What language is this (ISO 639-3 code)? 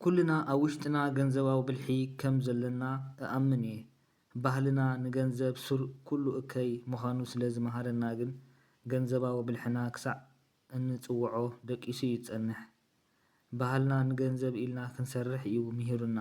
tir